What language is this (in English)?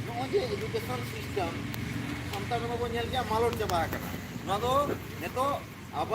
Santali